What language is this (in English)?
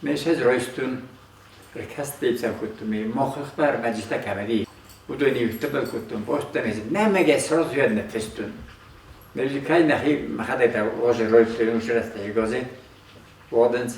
Ossetic